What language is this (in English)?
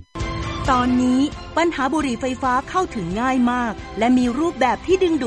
Thai